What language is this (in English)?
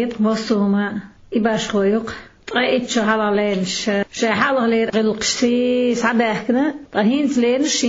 Chechen